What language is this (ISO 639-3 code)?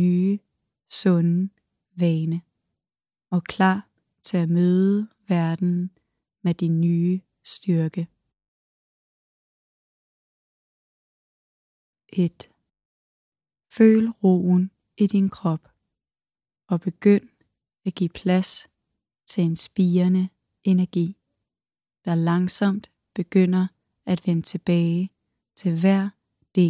dan